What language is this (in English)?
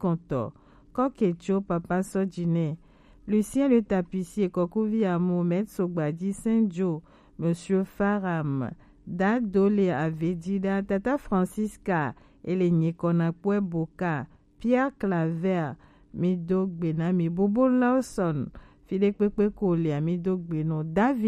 Gen